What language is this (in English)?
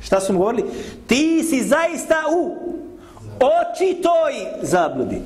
Bosnian